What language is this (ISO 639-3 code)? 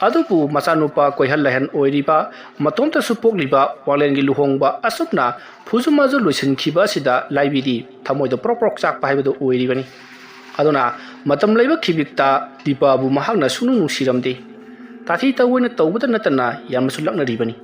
mni